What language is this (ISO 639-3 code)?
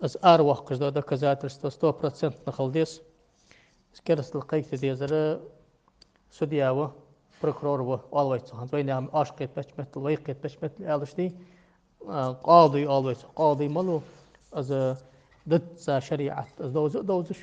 inh